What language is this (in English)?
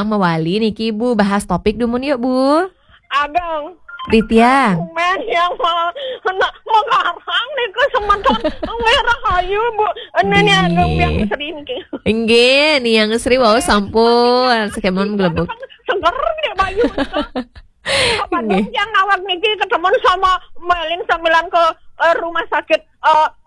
Balinese